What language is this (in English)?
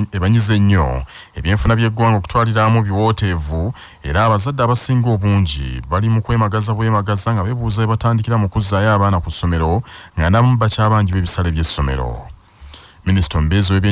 Ganda